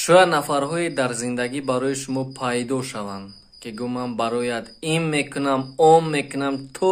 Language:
Tajik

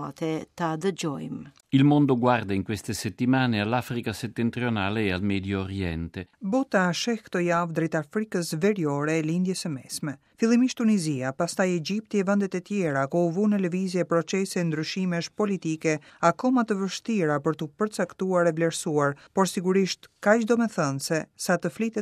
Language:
Albanian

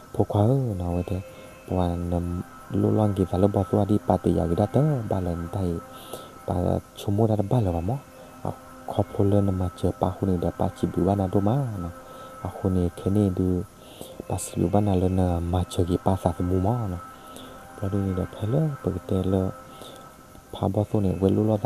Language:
S'gaw Karen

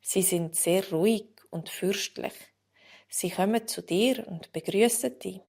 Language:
Swiss German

